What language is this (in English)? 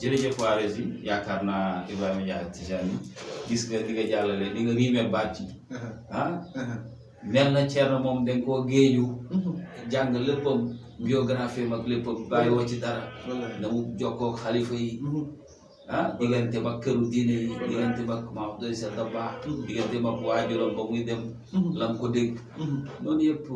Wolof